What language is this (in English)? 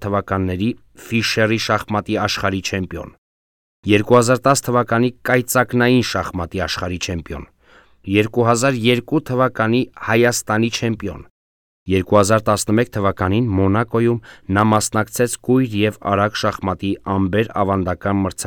Armenian